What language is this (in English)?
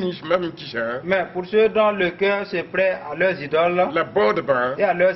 Mossi